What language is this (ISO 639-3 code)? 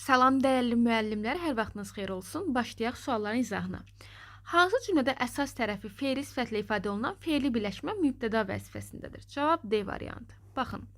aze